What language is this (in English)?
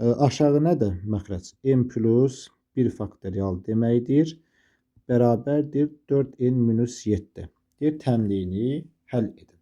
Azerbaijani